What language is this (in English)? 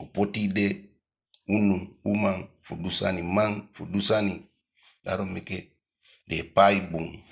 Eastern Maroon Creole